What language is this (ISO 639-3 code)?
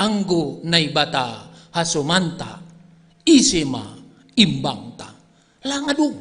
bts